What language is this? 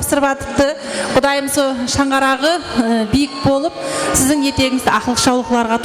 Kara-Kalpak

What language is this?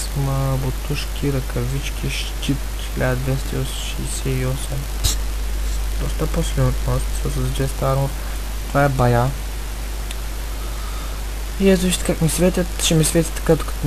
Bulgarian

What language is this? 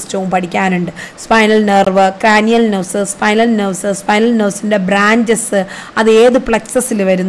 Malayalam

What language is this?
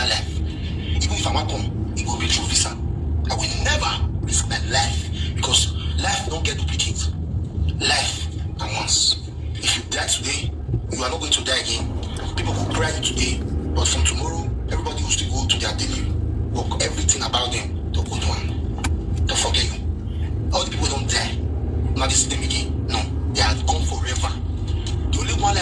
Nigerian Pidgin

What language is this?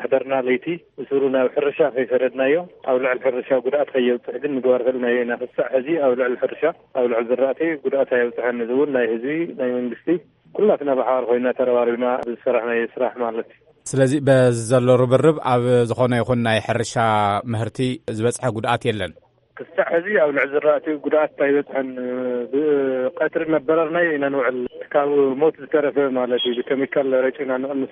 Tigrinya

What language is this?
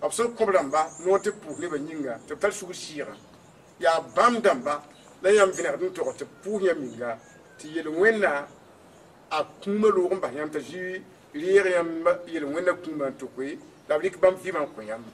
Mossi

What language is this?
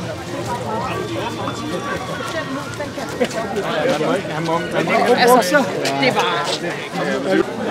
Danish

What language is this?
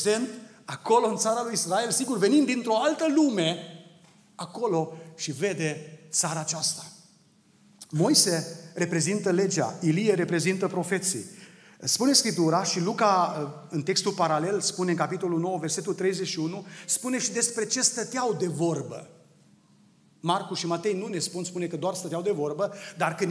Romanian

